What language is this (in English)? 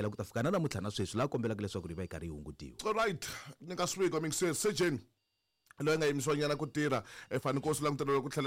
Tsonga